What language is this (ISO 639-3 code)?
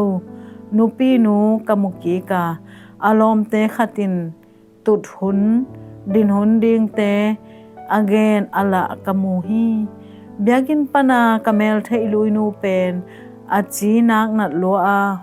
ctd